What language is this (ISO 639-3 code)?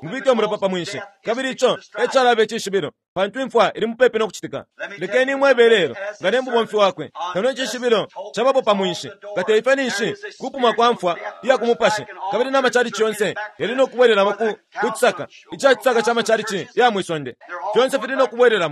bem